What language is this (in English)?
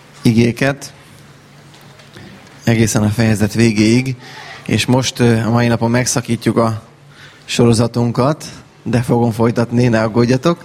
Hungarian